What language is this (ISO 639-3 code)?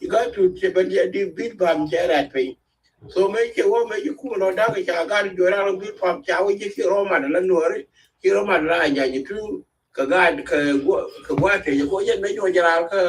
nus